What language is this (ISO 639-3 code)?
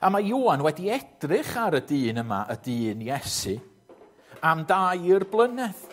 cym